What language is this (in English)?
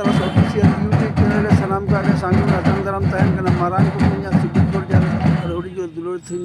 Santali